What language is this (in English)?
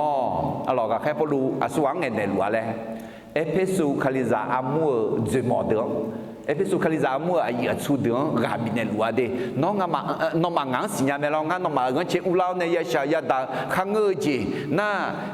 Akha